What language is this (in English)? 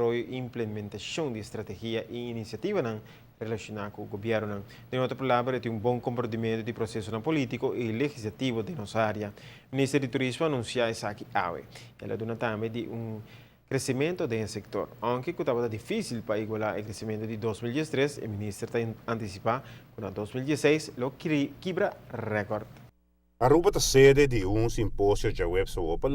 Papiamento